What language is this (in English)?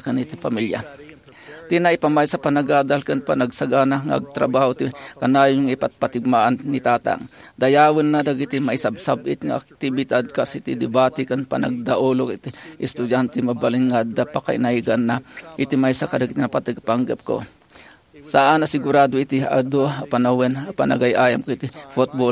Iloko